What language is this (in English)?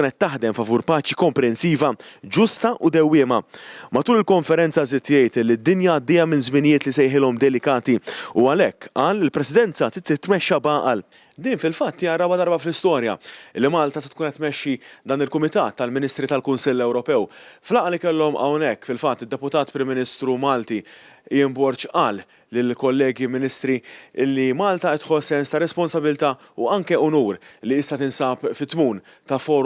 Maltese